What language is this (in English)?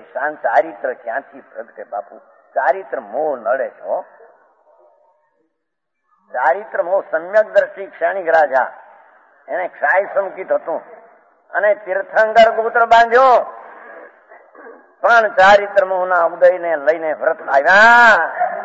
Gujarati